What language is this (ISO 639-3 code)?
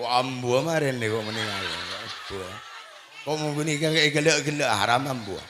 mad